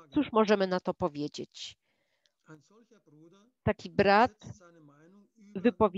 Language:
Polish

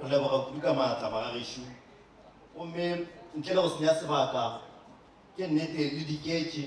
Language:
Northern Sotho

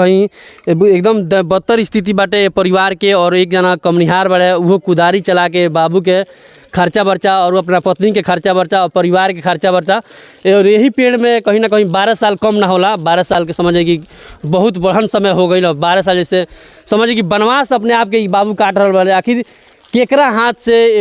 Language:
Bhojpuri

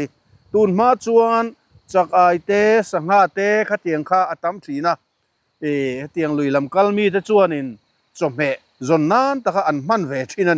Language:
Mizo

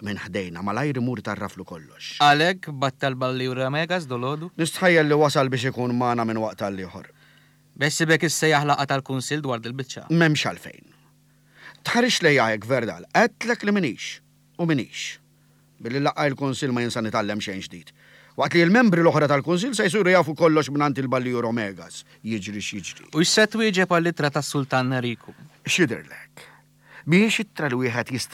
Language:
Maltese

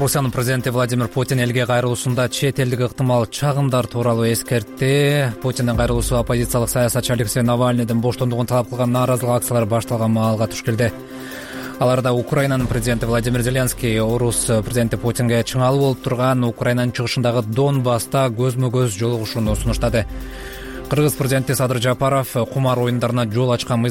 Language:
Kyrgyz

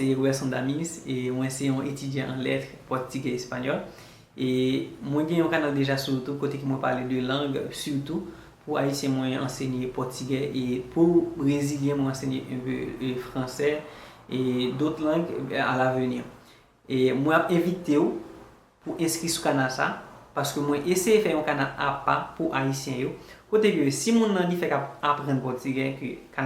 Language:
Haitian Creole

